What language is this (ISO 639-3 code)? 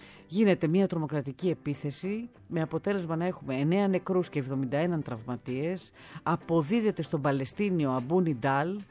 ell